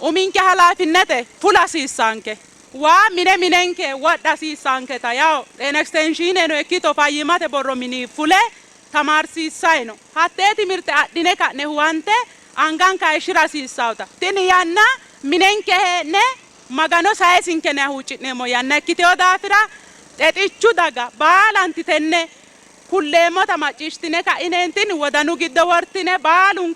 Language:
Sidamo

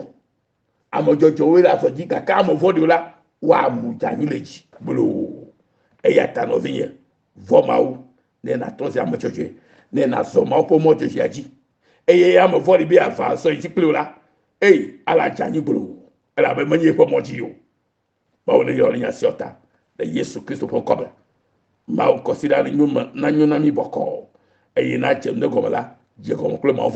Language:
Ewe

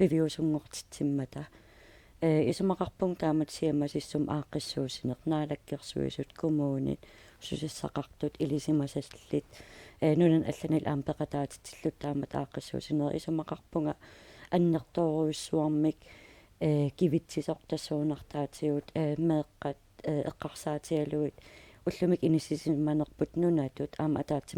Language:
Kalaallisut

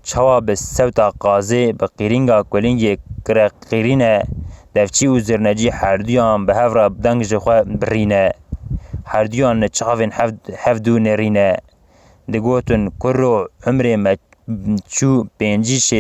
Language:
Kurdish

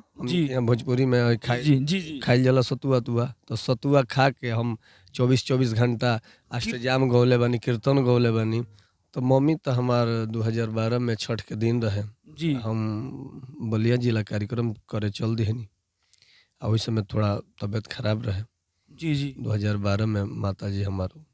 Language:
Bhojpuri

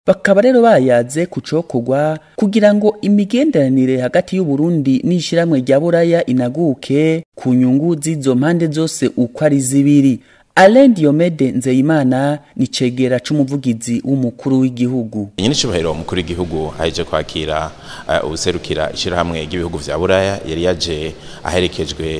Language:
Rundi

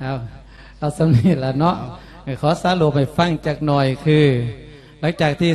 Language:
Lao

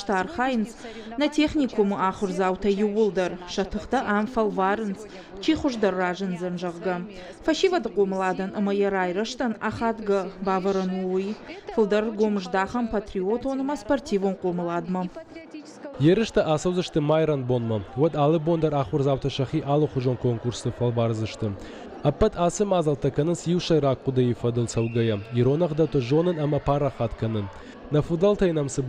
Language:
Ossetic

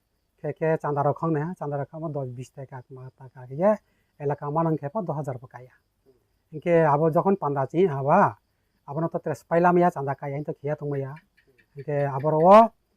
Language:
Riang (India)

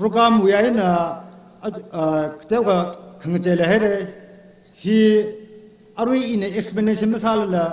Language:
Tangkhul Naga (India)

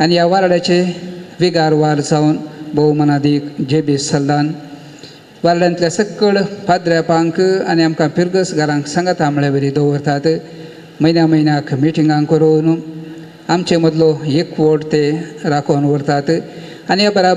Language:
Konkani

